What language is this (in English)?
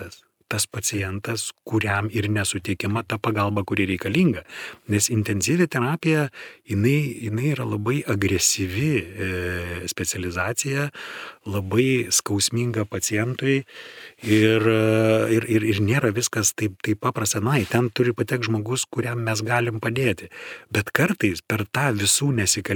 Lithuanian